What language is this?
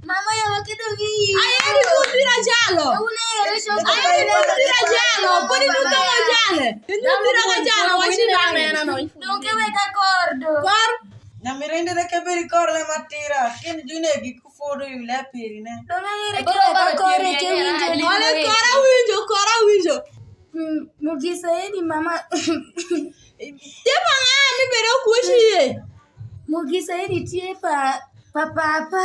Alur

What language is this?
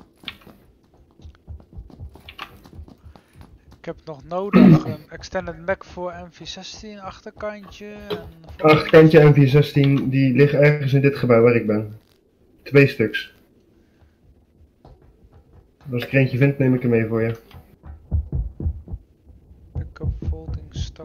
Dutch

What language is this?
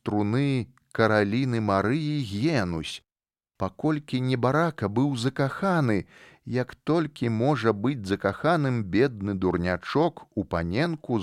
Belarusian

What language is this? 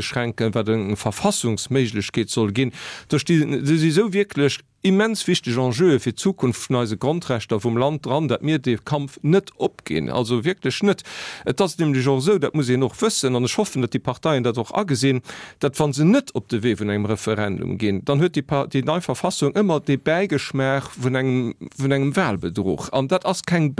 Luxembourgish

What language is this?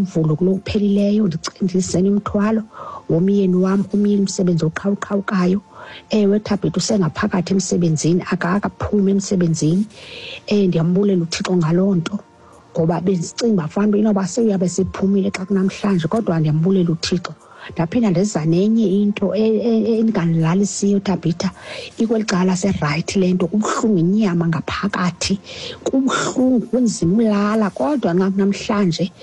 Xhosa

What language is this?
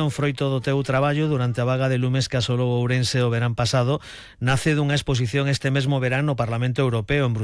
Galician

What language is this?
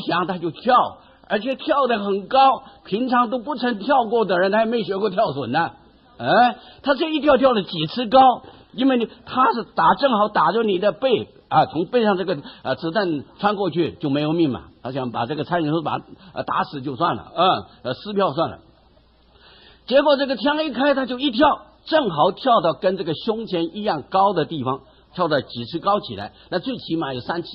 Chinese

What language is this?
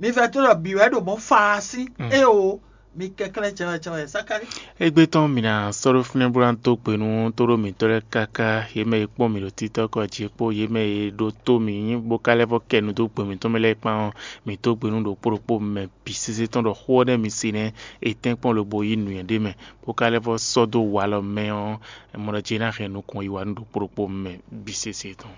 Fon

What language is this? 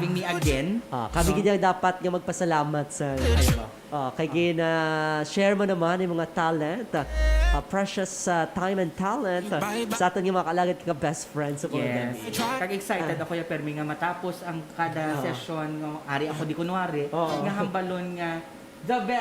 Hiligaynon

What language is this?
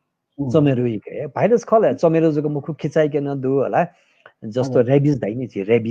Newari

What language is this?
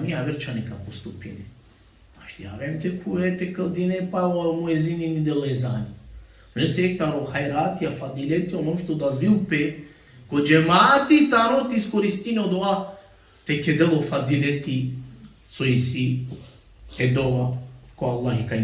Balkan Romani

